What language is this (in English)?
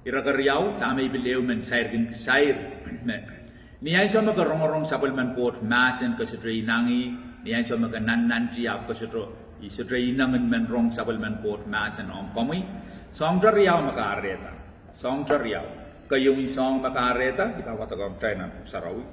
Pohnpeian